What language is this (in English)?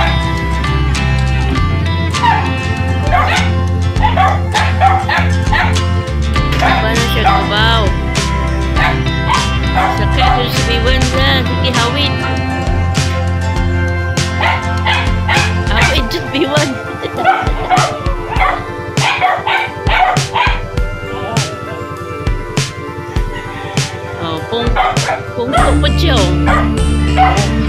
Filipino